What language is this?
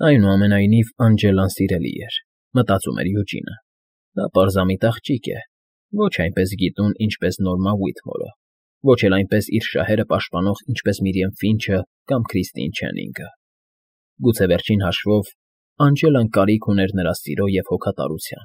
Armenian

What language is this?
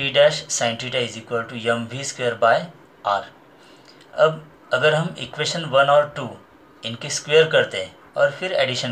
Hindi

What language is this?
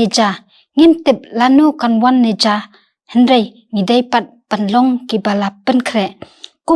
Khasi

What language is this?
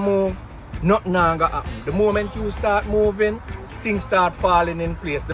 Jamaican Creole English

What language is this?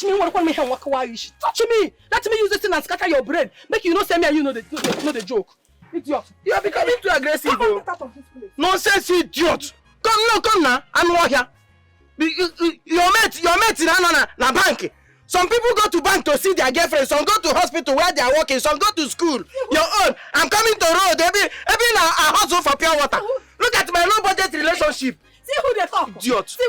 Nigerian Pidgin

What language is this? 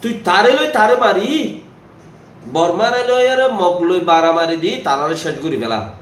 Rohingya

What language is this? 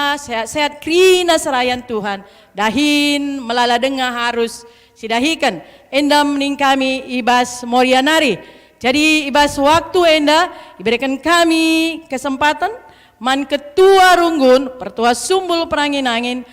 Batak Karo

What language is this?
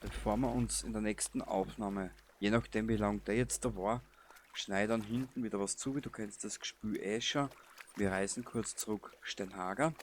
Bavarian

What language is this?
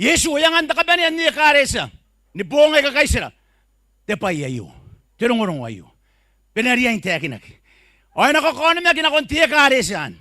Gilbertese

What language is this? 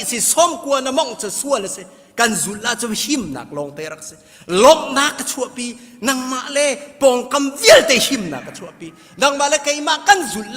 Hakha Chin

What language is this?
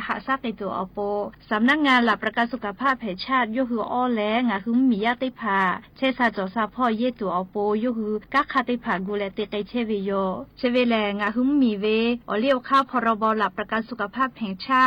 Lahu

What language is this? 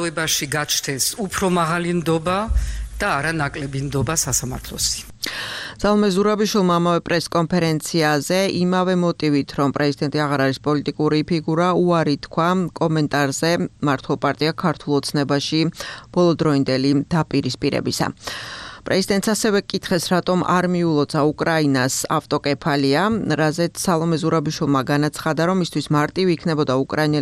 Georgian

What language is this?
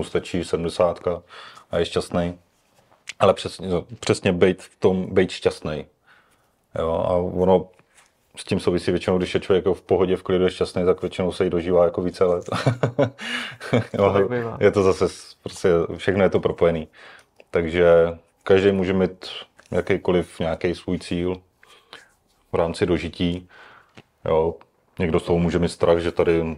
Czech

